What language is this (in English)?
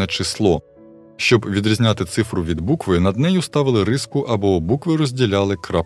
Ukrainian